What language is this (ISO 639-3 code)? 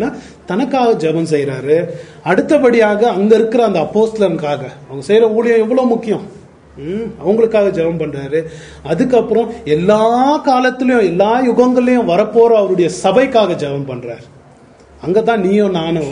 tam